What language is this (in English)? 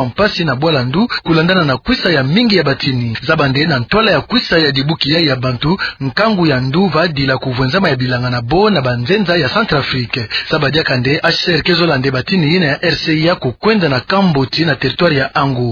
Kituba (Democratic Republic of Congo)